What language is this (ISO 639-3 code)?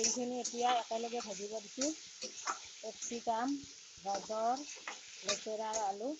asm